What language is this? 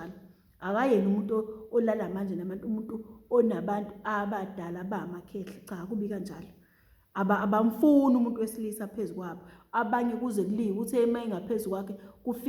Zulu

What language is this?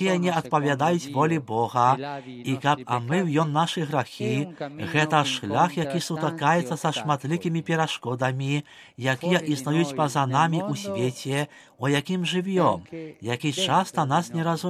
Belarusian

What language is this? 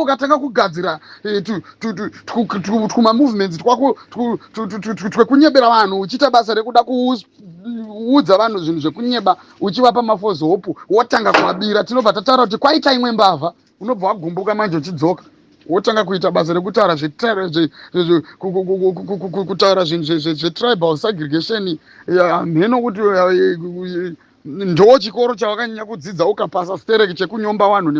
Shona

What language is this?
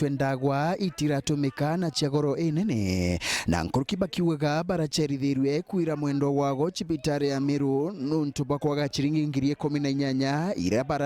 Meru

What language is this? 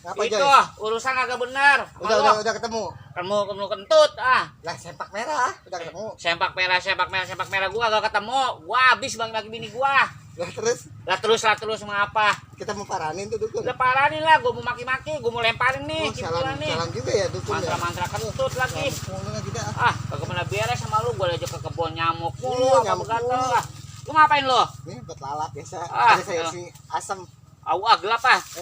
Betawi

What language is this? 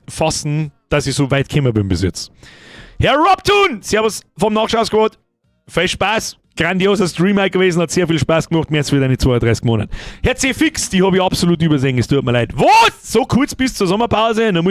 Bavarian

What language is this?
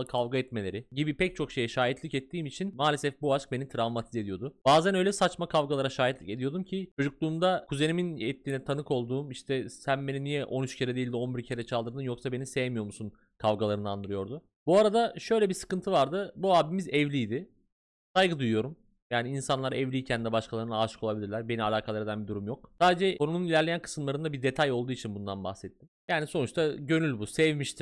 Turkish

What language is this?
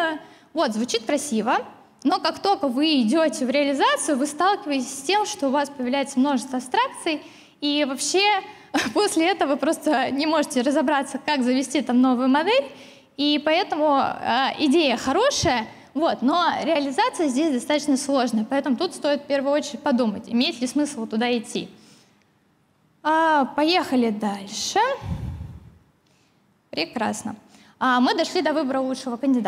Russian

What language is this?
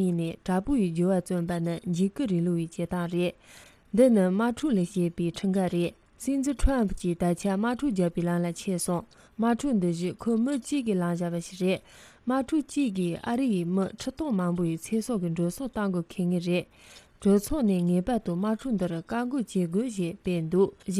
Tibetan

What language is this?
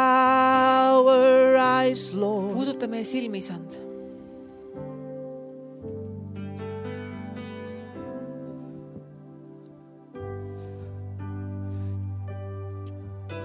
Estonian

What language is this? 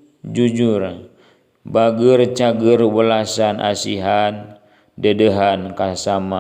Sundanese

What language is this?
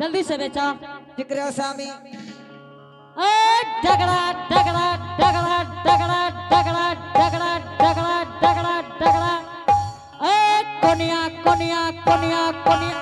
Angika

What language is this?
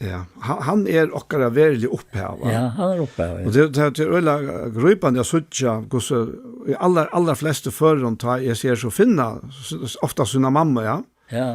Faroese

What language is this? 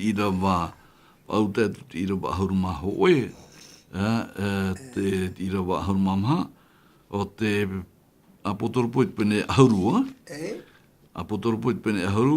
Tahitian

